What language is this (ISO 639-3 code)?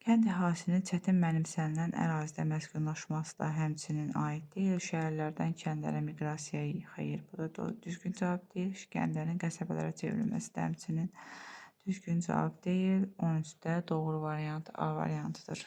aze